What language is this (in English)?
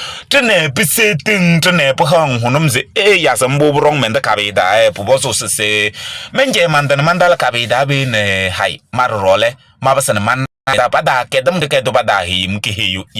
Kabiyè